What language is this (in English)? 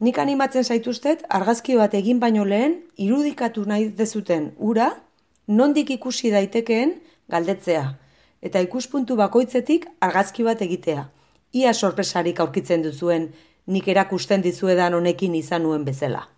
Basque